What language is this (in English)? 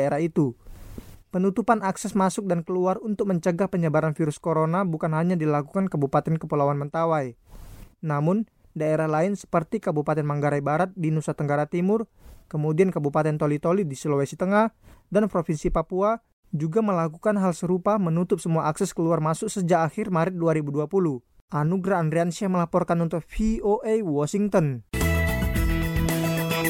Indonesian